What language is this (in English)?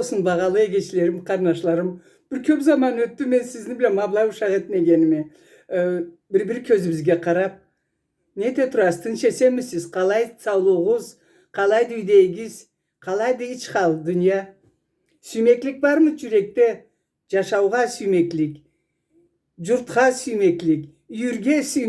Karachay-Balkar